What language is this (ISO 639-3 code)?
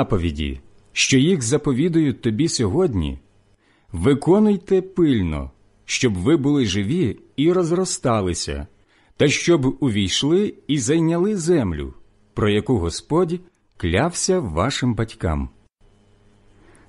ukr